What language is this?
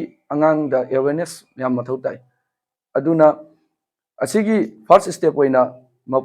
Manipuri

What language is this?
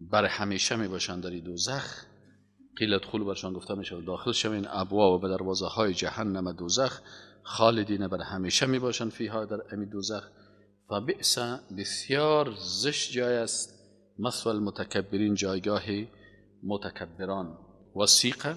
Persian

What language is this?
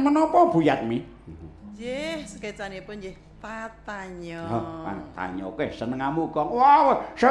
Javanese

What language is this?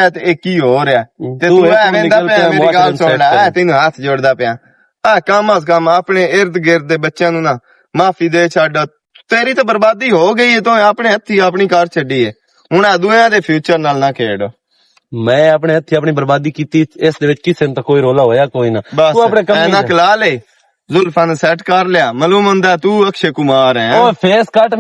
Western Panjabi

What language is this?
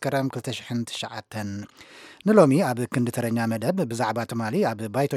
Tigrinya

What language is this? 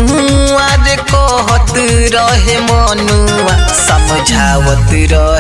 Bhojpuri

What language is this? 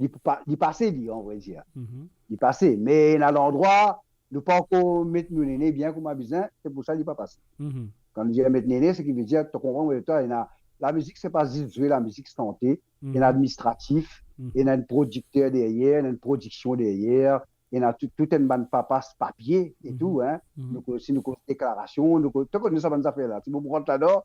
Morisyen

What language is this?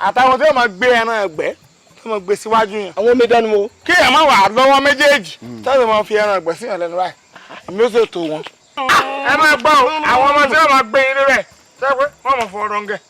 Yoruba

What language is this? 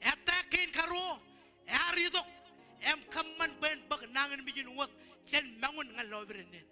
Marshallese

